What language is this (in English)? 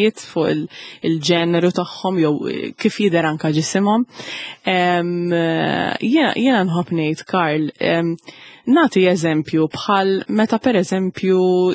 Maltese